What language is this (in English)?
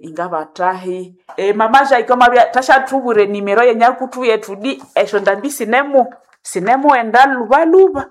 Nande